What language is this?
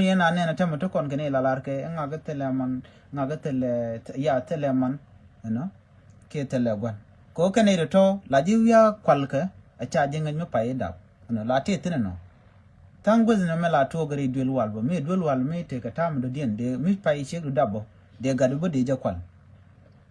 Nuer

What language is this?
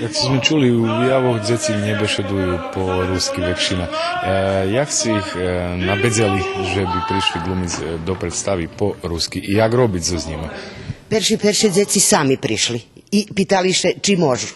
Rusyn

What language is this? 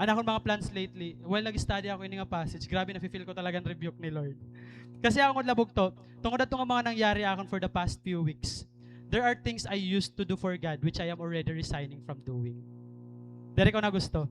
Waray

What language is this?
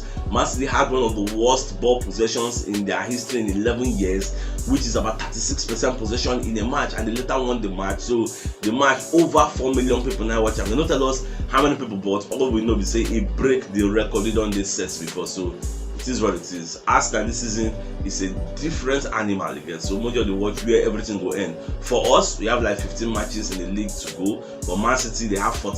Nigerian Pidgin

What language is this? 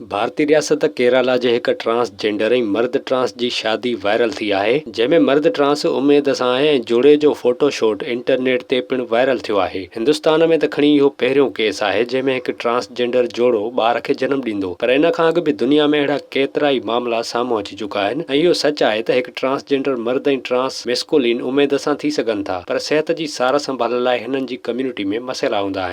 Sindhi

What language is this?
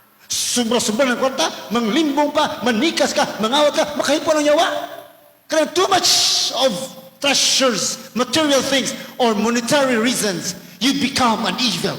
Cebuano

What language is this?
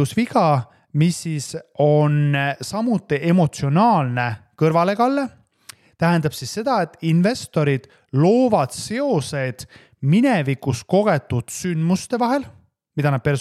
Estonian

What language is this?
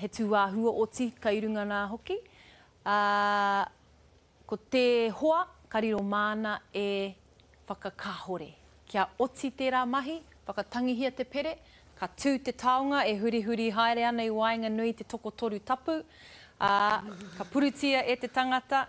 Māori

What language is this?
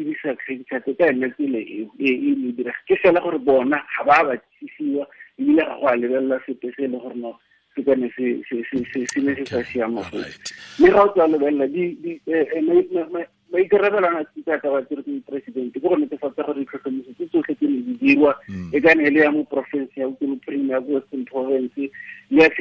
Tswana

